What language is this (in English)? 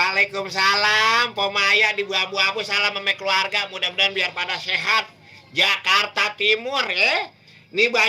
Betawi